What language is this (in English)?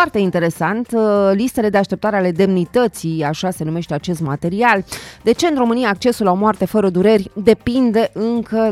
Romanian